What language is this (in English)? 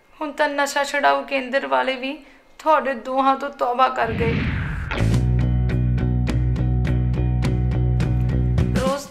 Punjabi